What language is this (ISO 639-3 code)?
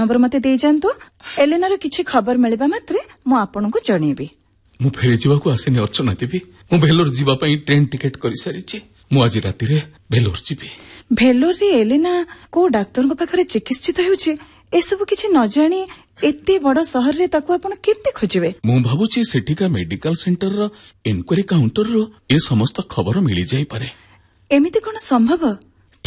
ori